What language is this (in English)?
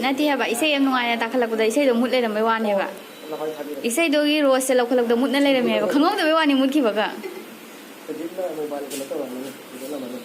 Manipuri